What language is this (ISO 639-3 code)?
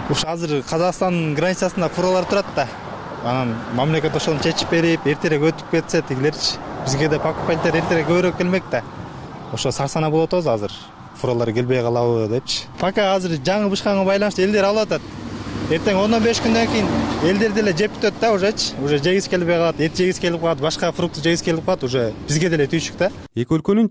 kir